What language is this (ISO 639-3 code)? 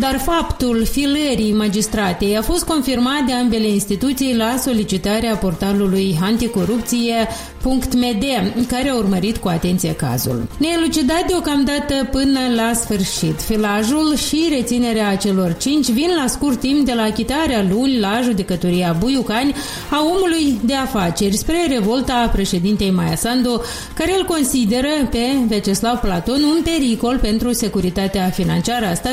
ron